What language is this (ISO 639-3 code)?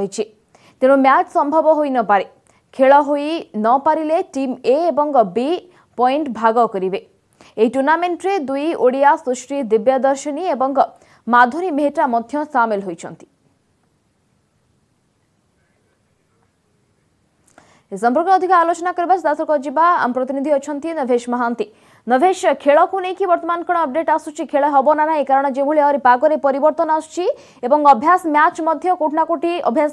ori